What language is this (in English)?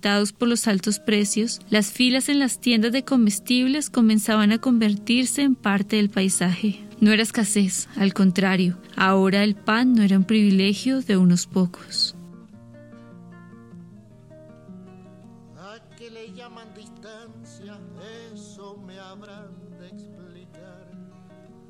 Spanish